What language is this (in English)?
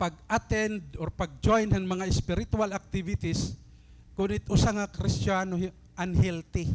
Waray